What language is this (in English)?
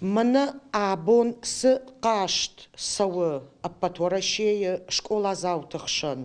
Ossetic